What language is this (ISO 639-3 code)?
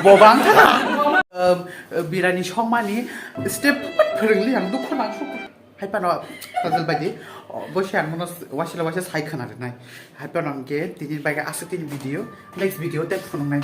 trp